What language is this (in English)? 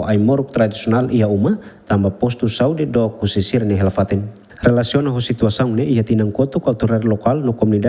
Tetum